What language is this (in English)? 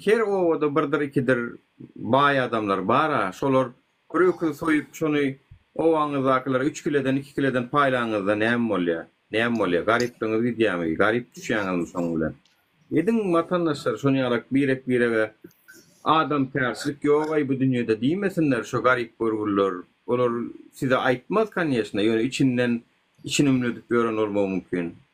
Turkmen